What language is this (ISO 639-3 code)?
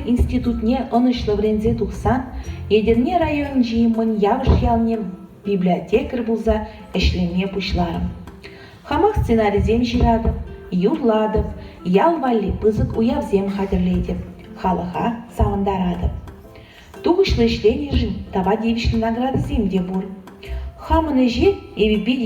chv